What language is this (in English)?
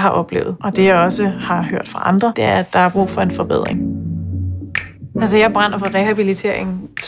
Danish